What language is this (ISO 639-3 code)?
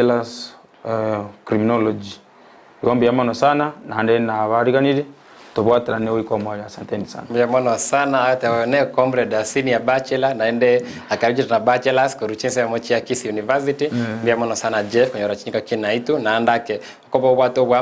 guz